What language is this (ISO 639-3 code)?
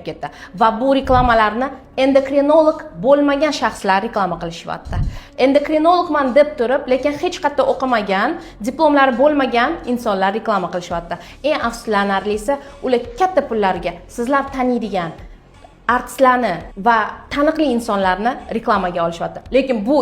uzb